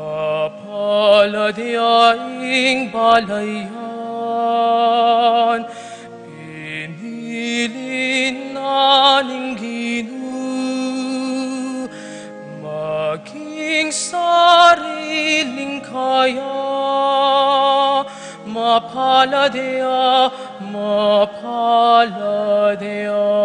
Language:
Pampanga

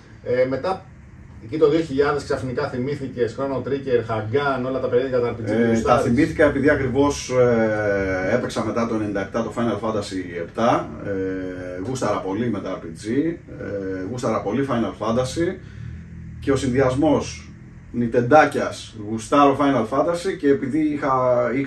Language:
Greek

